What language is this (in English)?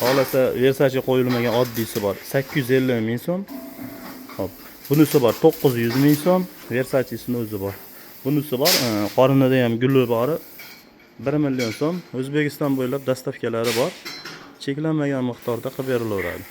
Uzbek